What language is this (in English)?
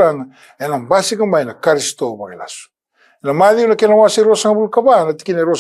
Fijian